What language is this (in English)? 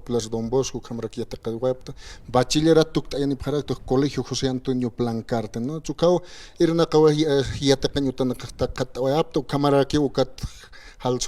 Aymara